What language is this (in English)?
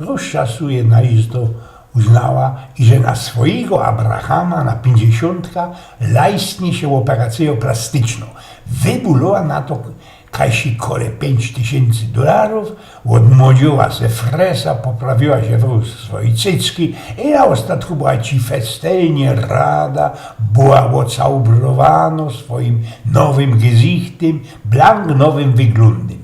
Silesian